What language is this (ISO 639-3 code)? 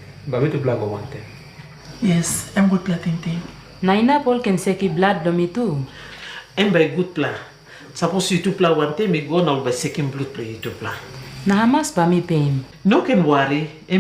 tpi